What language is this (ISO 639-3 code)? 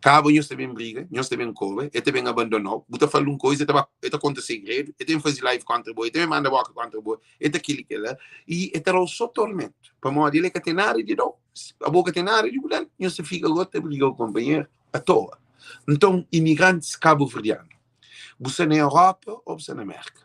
kea